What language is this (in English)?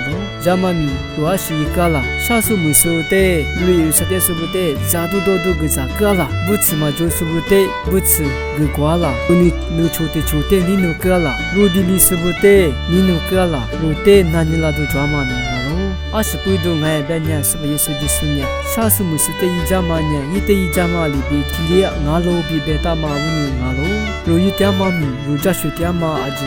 Lisu